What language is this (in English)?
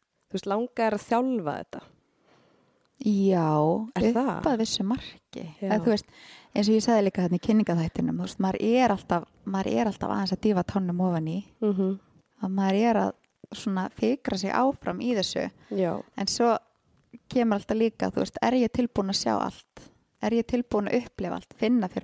Icelandic